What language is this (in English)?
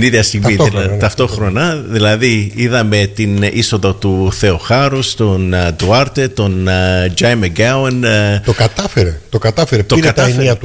Greek